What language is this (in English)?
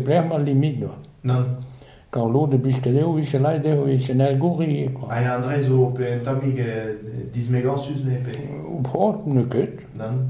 Breton